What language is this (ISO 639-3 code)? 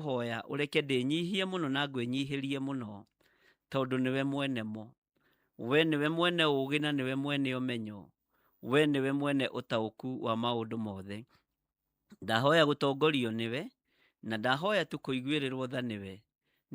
kik